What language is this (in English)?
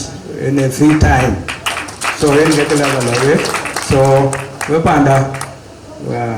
Dinka